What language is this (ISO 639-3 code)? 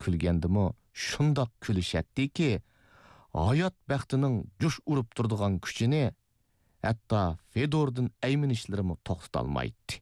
uig